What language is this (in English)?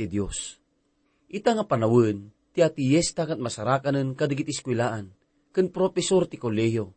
Iloko